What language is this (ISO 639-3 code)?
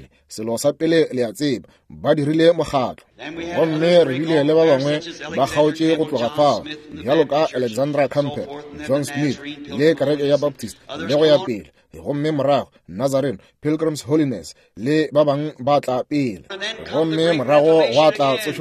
nso